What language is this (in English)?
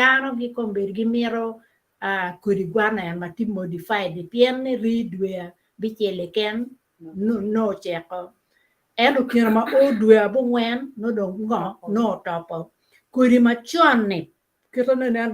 Acoli